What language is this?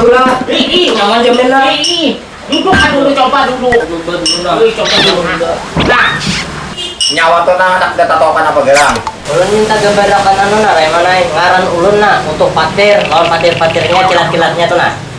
Banjar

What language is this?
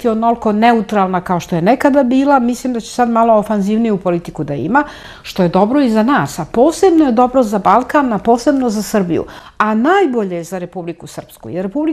Serbian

